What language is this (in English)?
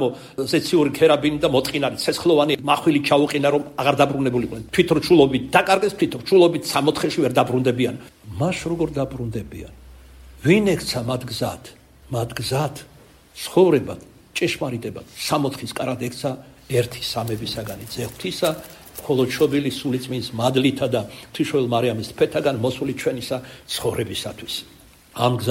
Georgian